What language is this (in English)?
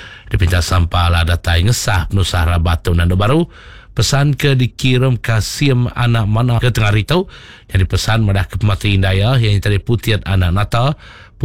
Iban